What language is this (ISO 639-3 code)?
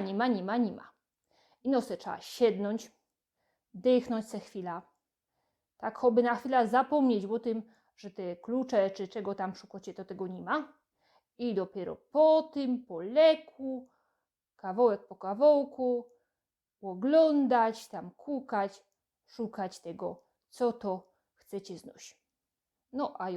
szl